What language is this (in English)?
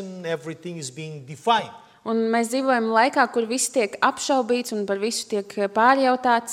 Latvian